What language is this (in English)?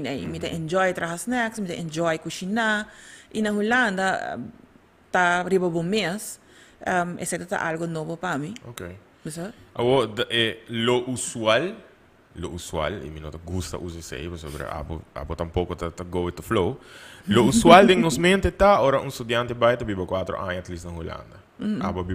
Papiamento